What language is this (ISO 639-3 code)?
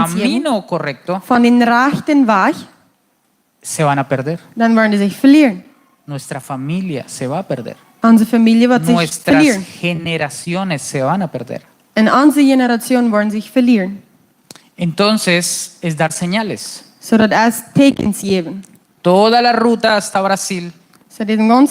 pdt